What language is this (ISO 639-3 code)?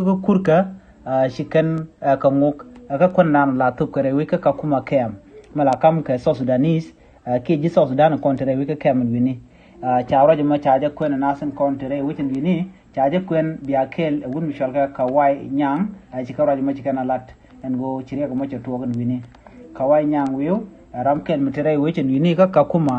nus